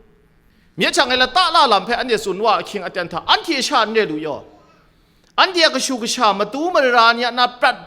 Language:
Kachin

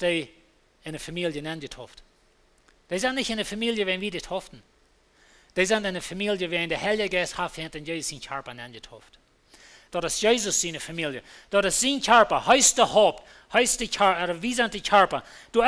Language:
Plautdietsch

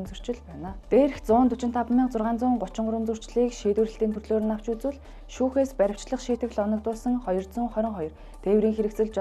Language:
Mongolian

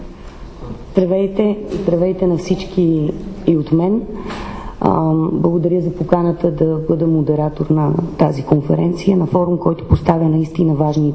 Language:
Bulgarian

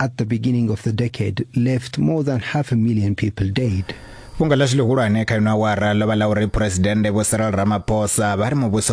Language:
Venda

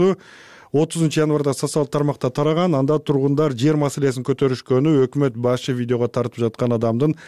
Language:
Kyrgyz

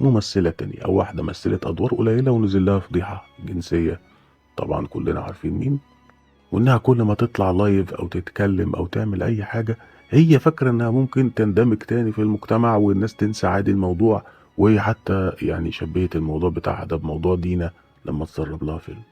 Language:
Egyptian Arabic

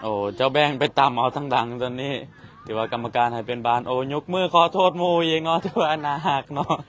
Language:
Lao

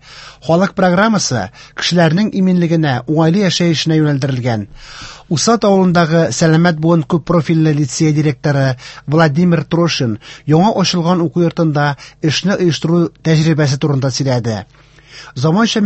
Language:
Tatar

